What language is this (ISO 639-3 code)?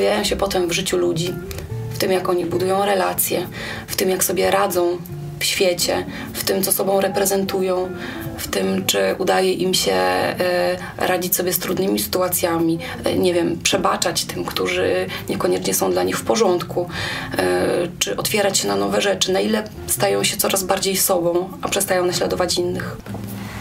pol